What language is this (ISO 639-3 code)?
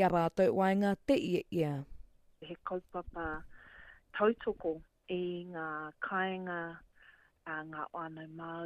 mri